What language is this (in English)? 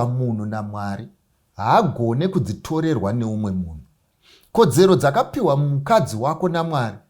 Shona